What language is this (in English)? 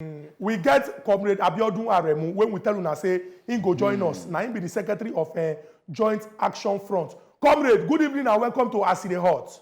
Nigerian Pidgin